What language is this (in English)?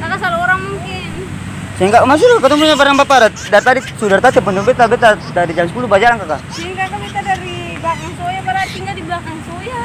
Ambonese Malay